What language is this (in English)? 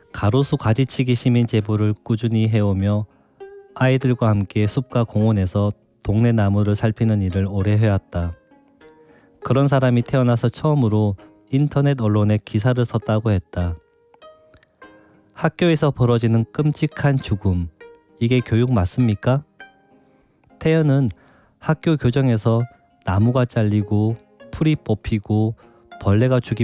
Korean